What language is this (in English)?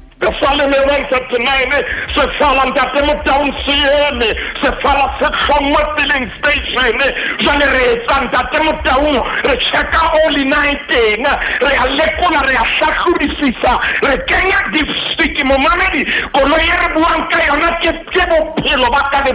Southern Sotho